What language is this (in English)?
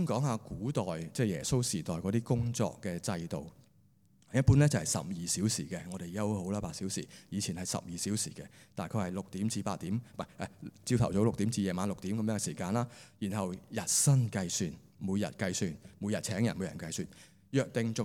Cantonese